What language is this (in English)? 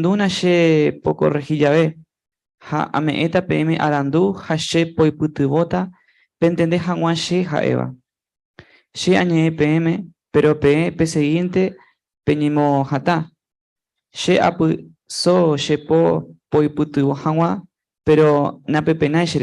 Guarani